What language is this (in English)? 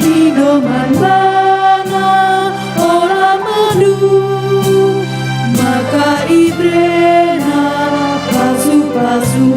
Batak Karo